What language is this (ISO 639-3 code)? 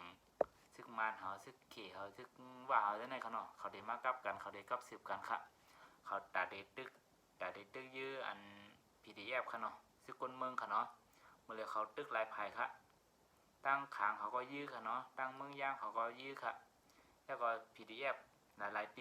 shn